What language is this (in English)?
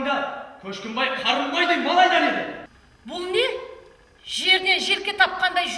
Kara-Kalpak